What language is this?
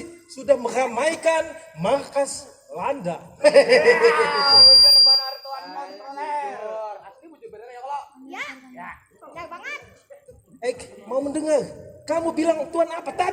Banjar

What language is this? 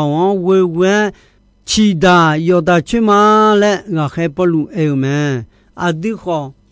Akha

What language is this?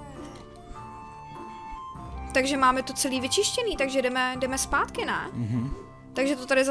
Czech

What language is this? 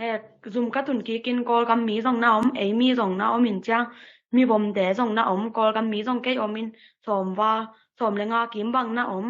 Tedim Chin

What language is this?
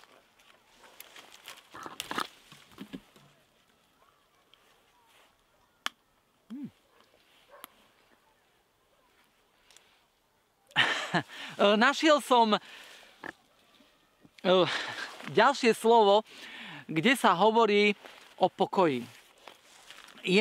Slovak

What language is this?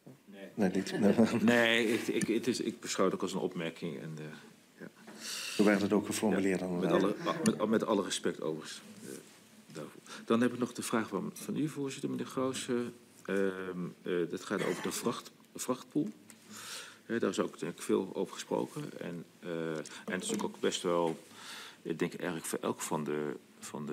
Dutch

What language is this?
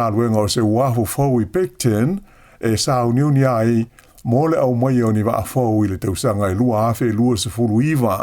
Samoan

